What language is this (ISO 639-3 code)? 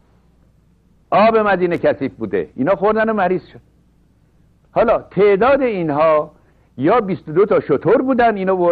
fas